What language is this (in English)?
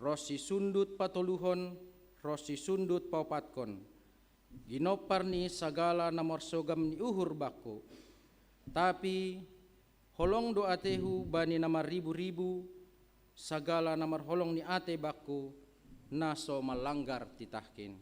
Batak Simalungun